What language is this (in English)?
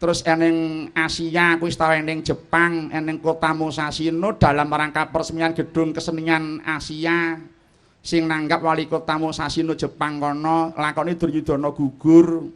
Javanese